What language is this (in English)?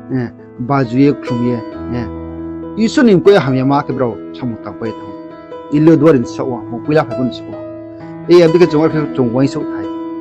Riang (India)